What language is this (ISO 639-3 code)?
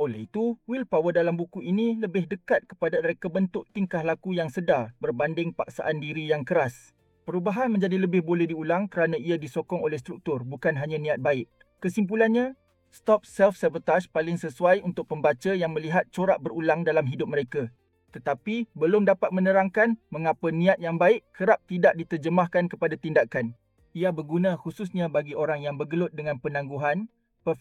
msa